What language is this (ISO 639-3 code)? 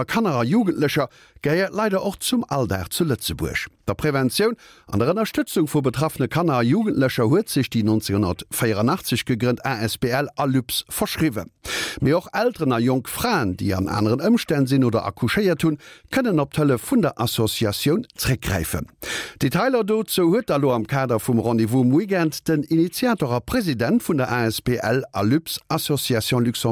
ltz